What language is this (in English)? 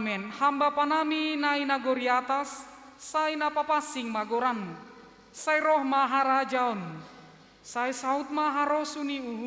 Batak Simalungun